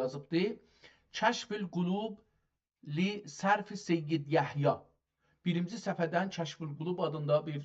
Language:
South Azerbaijani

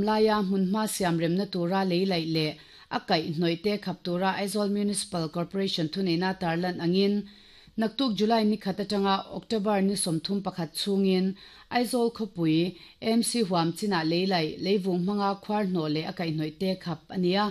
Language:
Mizo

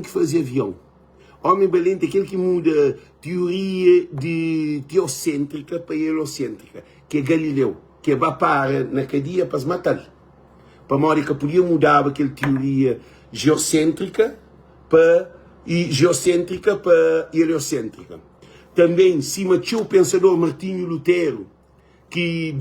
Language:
Kabuverdianu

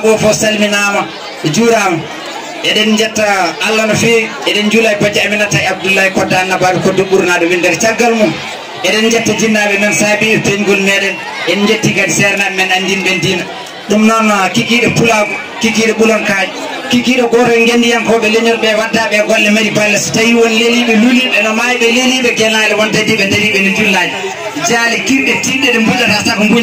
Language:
Fula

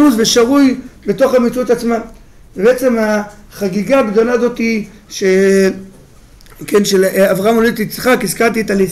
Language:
Hebrew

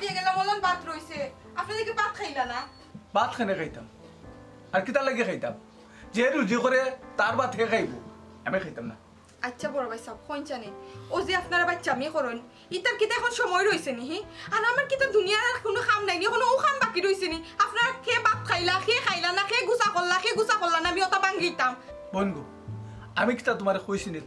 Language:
Sylheti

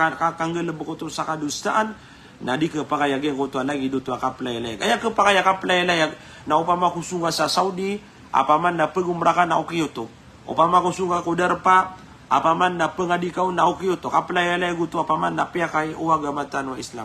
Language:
Maranao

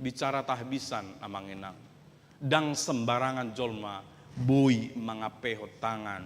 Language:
Batak Toba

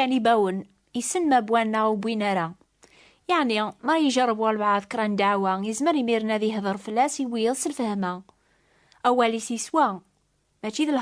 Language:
Kabyle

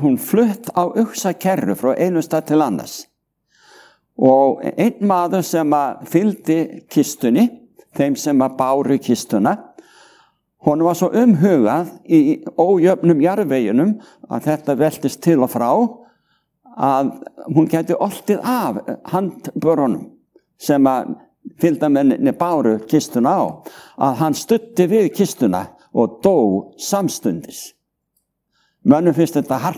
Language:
Icelandic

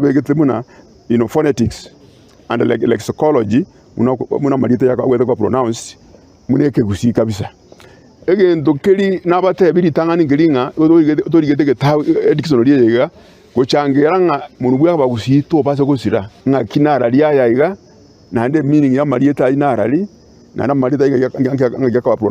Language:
Gusii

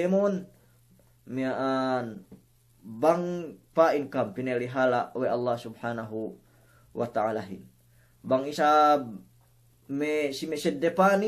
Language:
Yakan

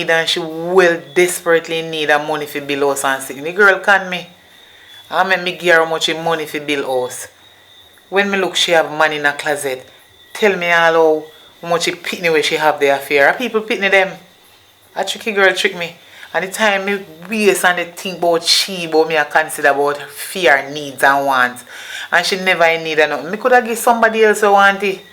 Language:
Jamaican Creole English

